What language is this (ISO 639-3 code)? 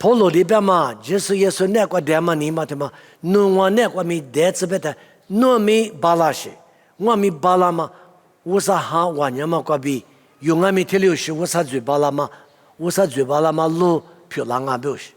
lis